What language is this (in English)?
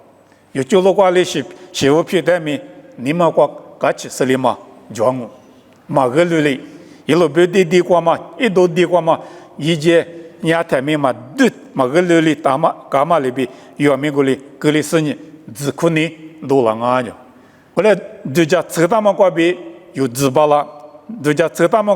Lisu